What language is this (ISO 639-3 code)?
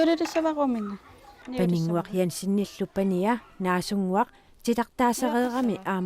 kal